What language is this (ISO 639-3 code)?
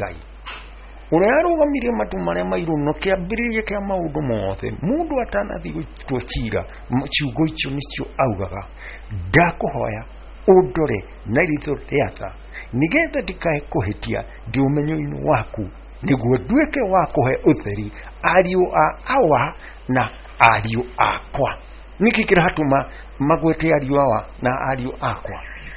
kik